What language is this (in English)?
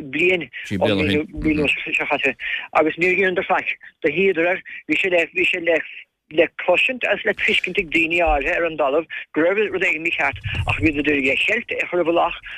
Irish